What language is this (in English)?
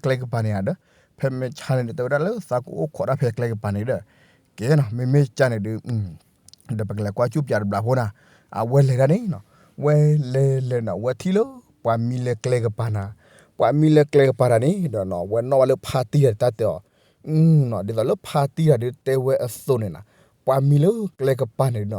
S'gaw Karen